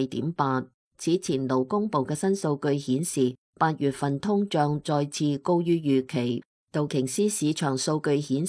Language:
Cantonese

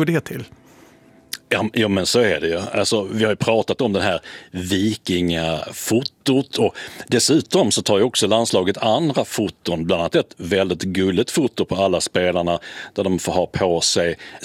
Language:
Swedish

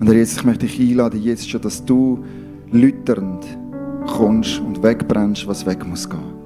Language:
Swiss German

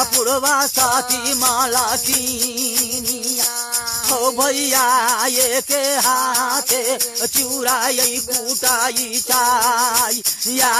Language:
Maithili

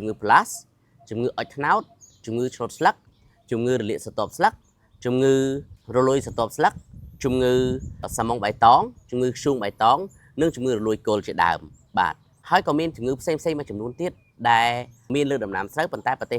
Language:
Khmer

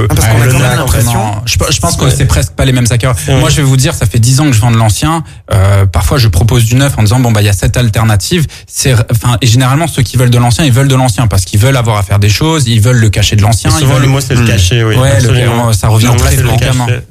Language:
French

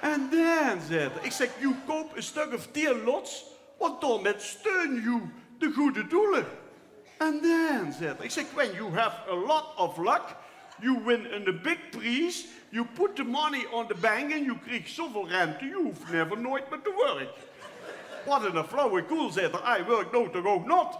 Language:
Limburgish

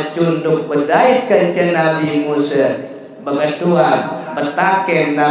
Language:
Sasak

